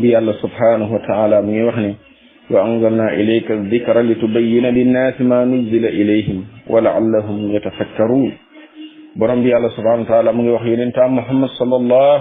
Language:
Wolof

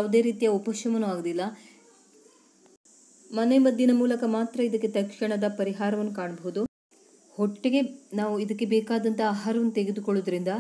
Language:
Kannada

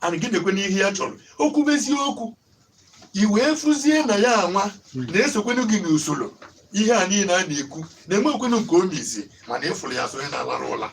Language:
Igbo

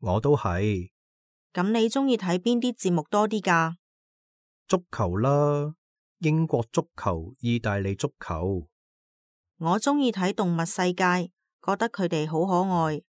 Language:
Cantonese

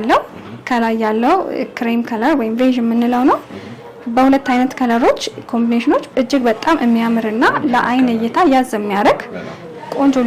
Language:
Amharic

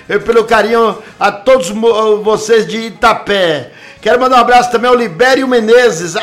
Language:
Portuguese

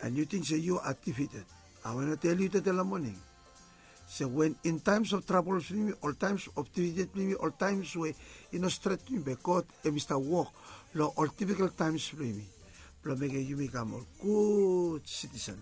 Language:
Bislama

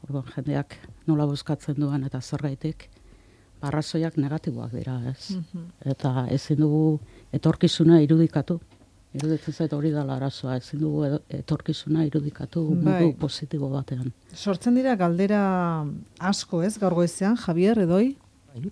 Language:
Basque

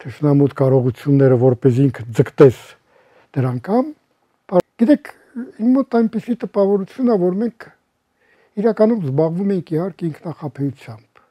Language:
Armenian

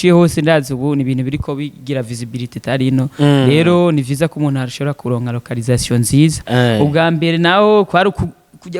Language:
Rundi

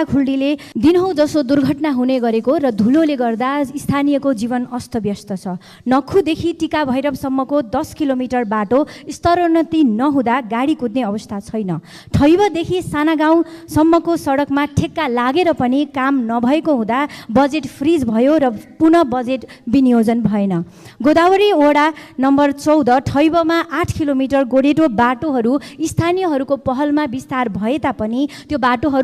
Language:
Nepali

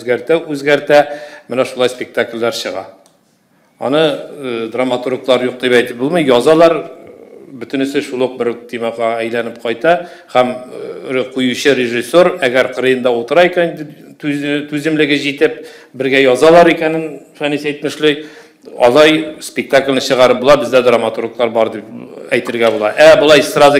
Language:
Tatar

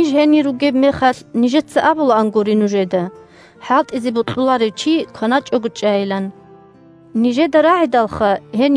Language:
Avaric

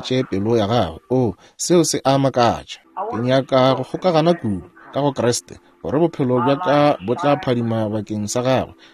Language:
Northern Sotho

